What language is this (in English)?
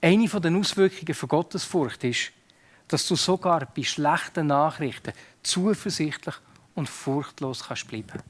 Swiss German